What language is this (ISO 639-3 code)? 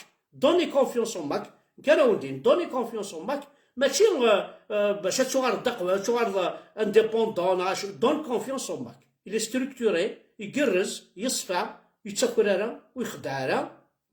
kab